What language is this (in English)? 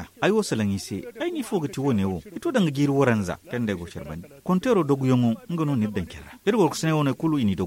Zarma